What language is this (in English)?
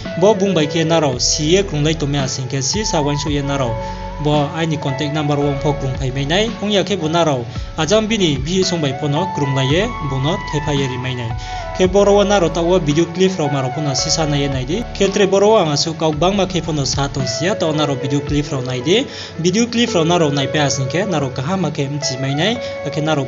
Riang (India)